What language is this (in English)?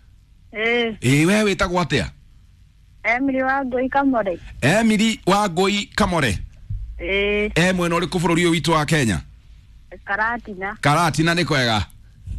Kikuyu